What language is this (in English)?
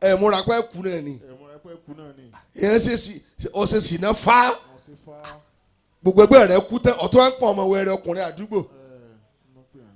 Yoruba